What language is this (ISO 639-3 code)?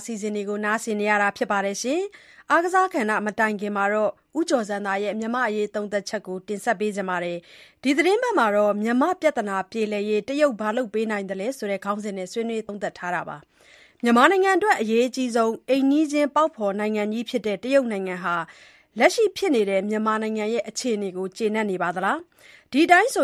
mya